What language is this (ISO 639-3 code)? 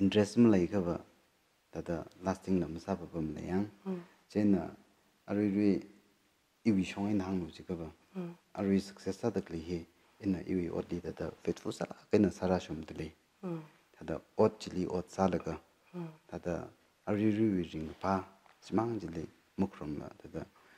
nmf